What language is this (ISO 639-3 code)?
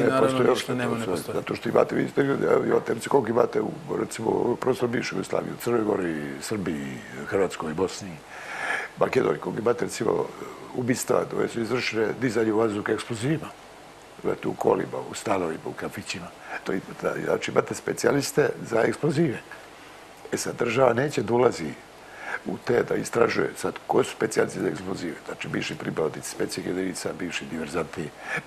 srp